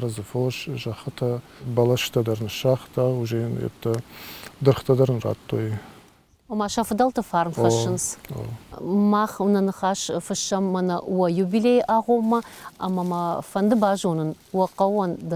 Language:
Ossetic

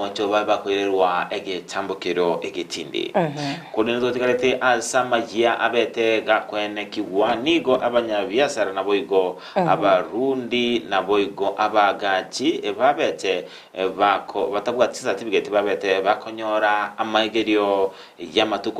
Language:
Gusii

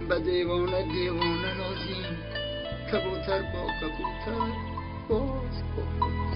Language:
Tajik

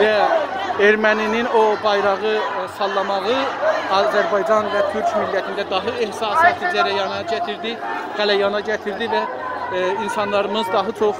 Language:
South Azerbaijani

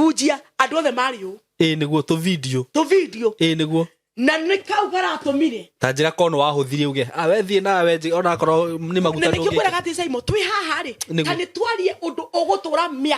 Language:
Kikuyu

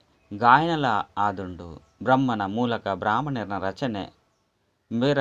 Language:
Tulu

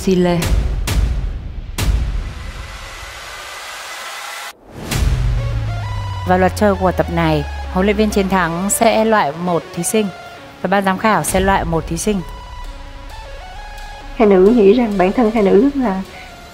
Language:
Vietnamese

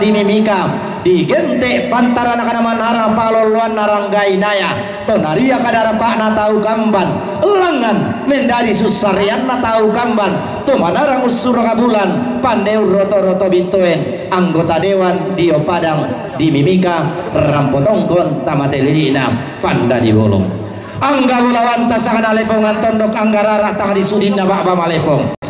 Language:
Toraja-Sa'dan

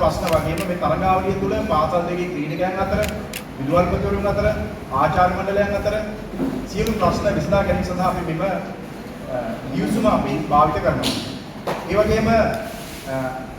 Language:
Sinhala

